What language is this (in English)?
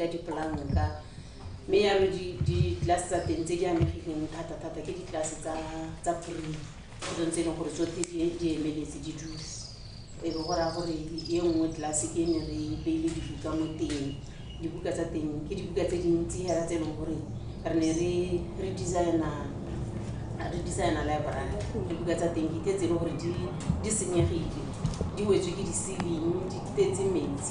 Tswana